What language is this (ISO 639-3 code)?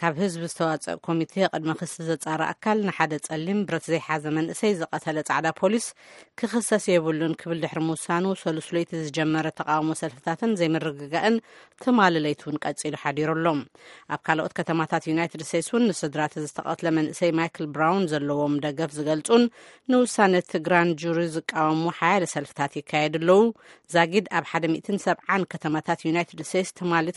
tir